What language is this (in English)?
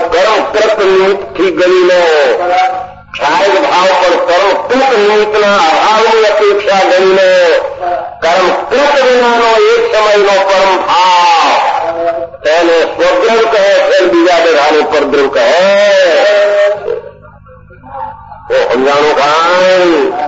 Gujarati